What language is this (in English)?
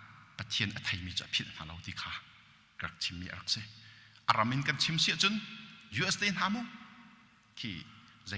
Hakha Chin